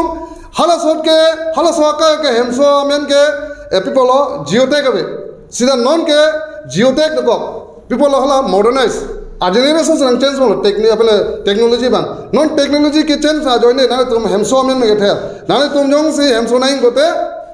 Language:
Karbi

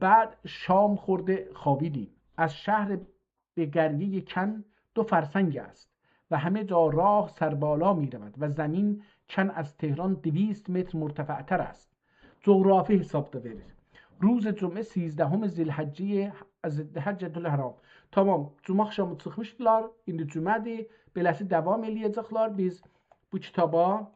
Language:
South Azerbaijani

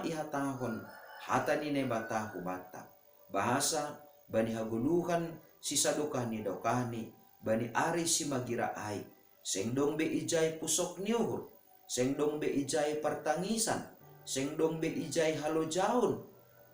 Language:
Batak Simalungun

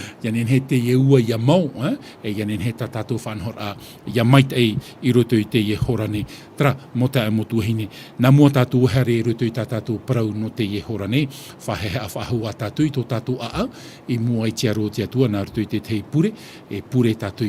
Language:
Tahitian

